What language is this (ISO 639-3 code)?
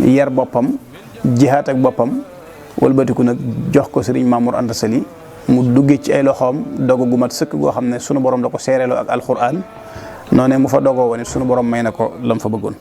wol